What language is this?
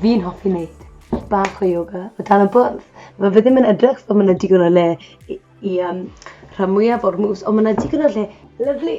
Welsh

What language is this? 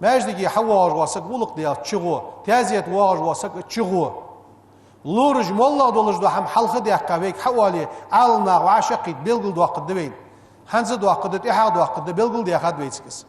Ingush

